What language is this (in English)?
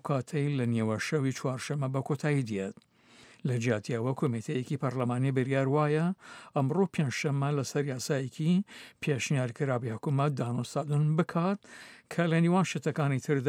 Central Kurdish